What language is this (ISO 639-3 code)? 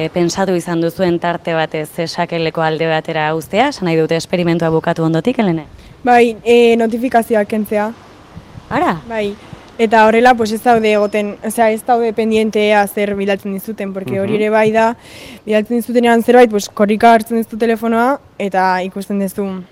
eus